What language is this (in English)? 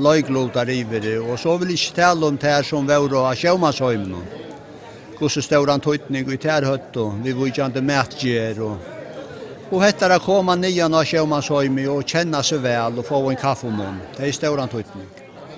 Faroese